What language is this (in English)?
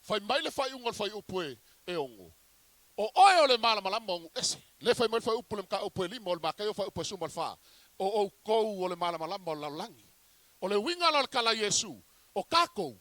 Samoan